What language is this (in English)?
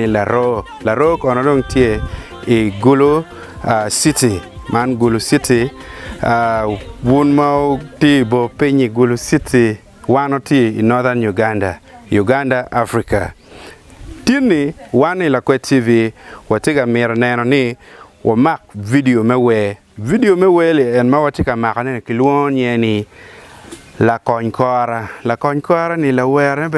Acoli